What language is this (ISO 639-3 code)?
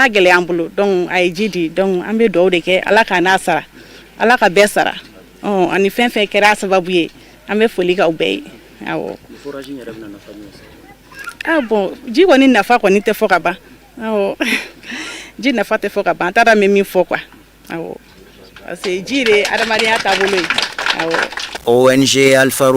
bam